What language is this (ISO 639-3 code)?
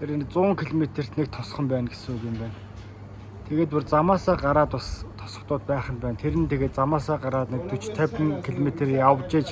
mon